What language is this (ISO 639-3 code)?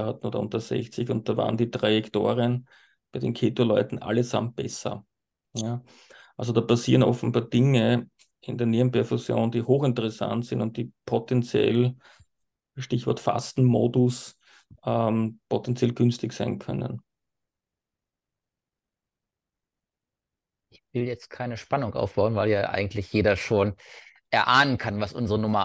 deu